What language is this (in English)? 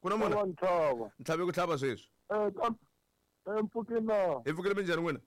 Tsonga